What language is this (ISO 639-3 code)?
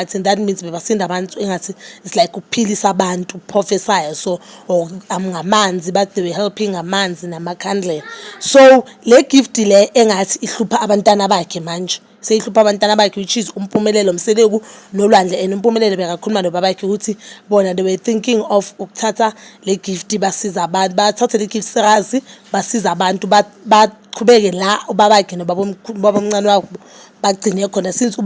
zul